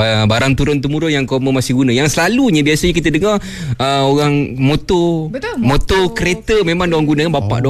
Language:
Malay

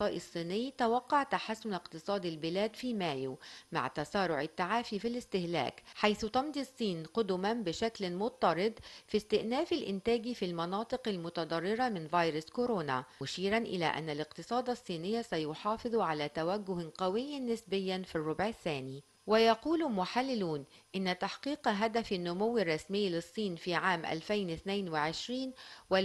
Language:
Arabic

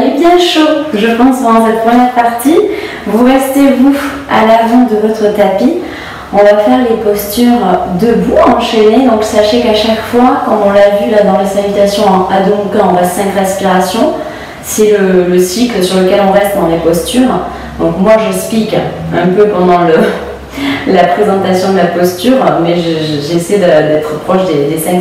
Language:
French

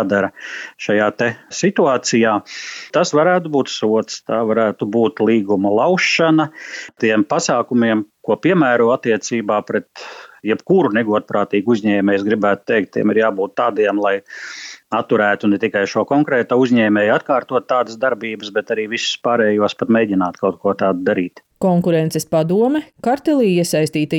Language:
Latvian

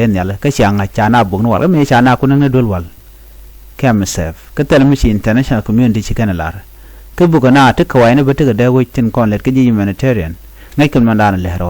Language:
Nuer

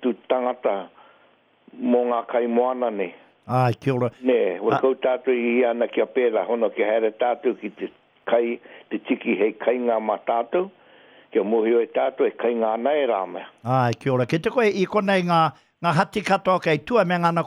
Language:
Māori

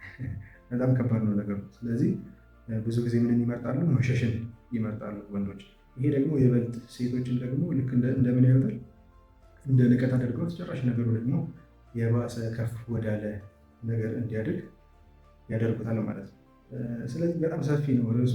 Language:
Amharic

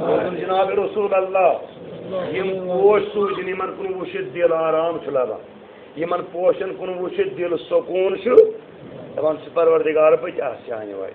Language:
Kashmiri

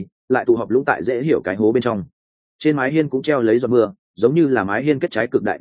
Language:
Vietnamese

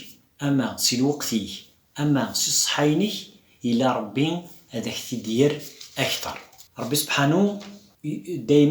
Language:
Kabyle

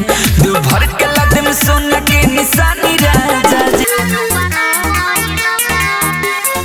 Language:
Bhojpuri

